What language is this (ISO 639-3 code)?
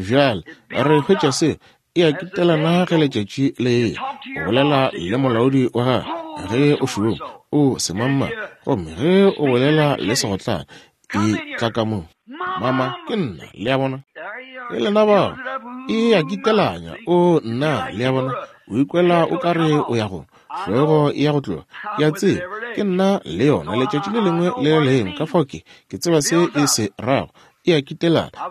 nso